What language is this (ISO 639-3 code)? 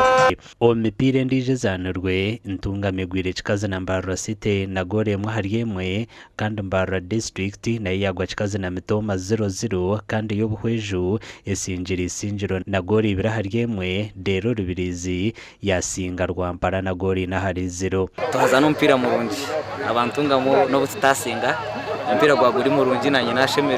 nyn